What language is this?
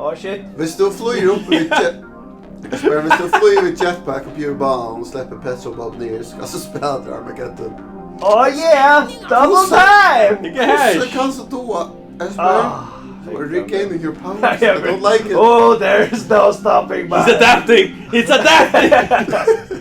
Faroese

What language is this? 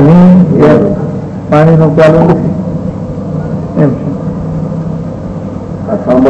Gujarati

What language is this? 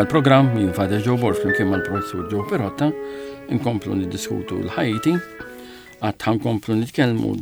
Maltese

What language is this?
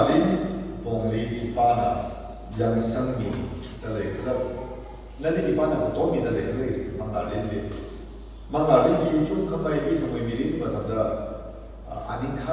Tangkhul Naga (India)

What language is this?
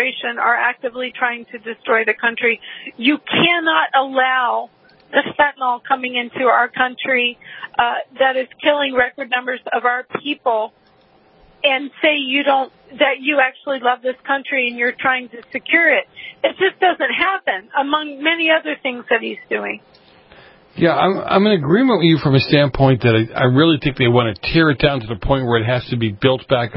English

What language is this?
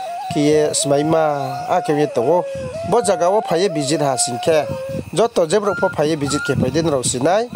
Riang (India)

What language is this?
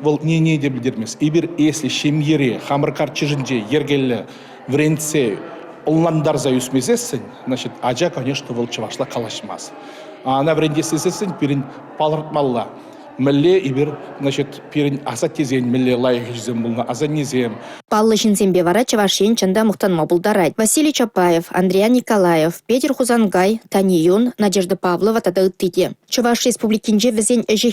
Chuvash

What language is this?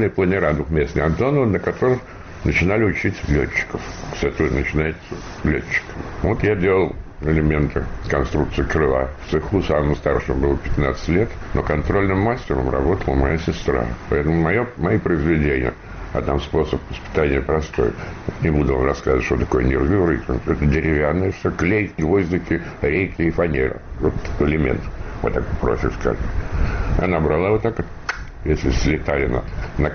Russian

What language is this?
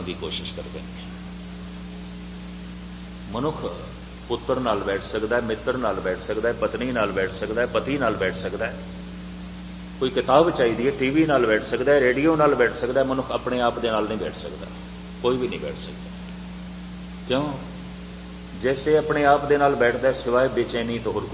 Punjabi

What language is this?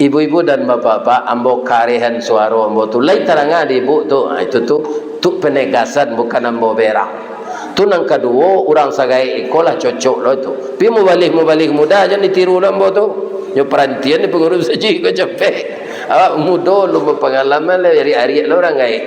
Minangkabau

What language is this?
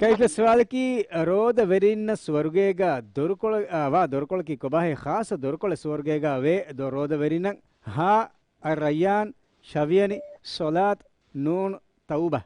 Divehi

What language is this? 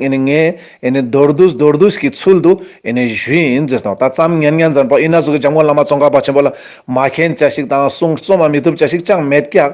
Ladakhi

